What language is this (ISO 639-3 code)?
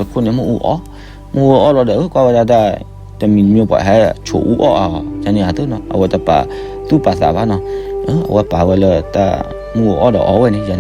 ksw